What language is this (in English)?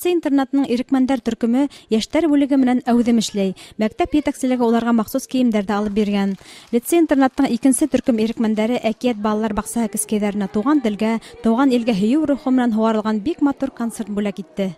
Bashkir